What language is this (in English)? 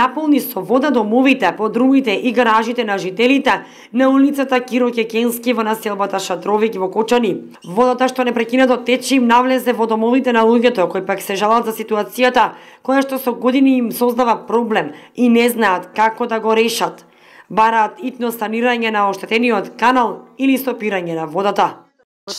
Macedonian